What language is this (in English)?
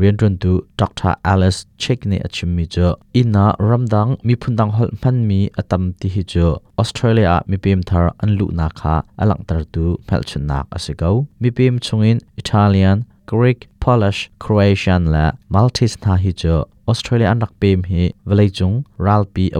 Hakha Chin